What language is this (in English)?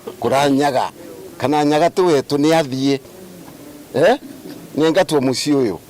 Meru